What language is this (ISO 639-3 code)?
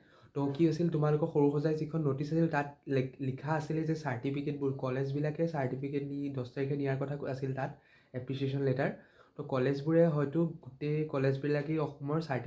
asm